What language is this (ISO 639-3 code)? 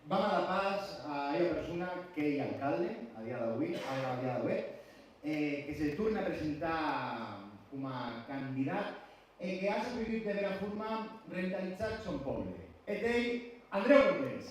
oci